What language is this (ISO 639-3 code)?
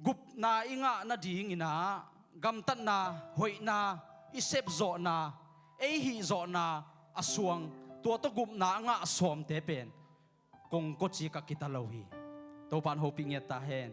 ctd